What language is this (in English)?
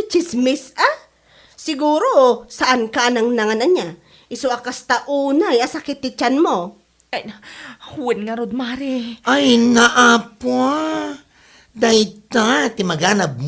Iloko